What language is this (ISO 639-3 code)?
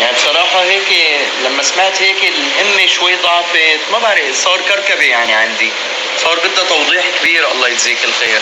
apc